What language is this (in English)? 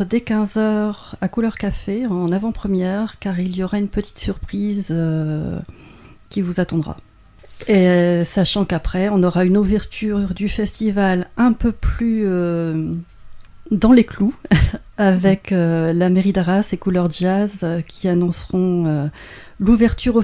French